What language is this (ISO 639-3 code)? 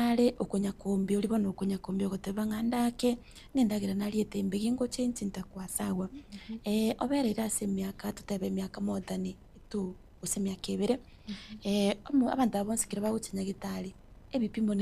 guz